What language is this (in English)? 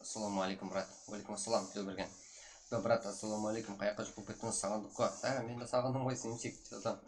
Kara-Kalpak